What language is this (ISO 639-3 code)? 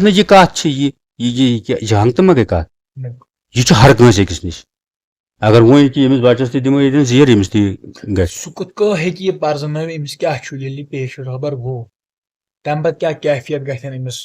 kas